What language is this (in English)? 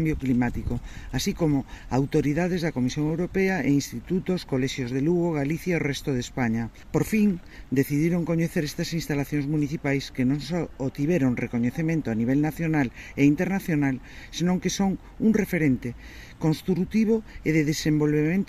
Galician